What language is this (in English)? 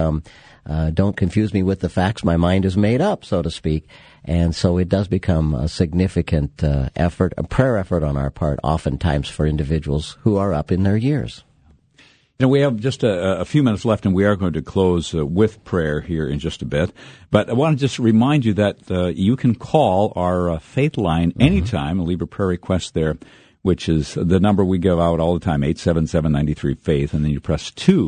English